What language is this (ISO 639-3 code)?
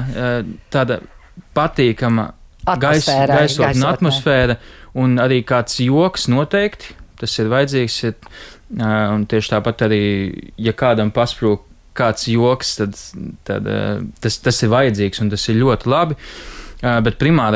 lav